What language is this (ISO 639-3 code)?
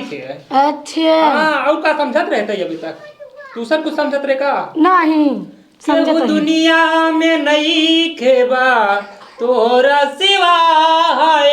awa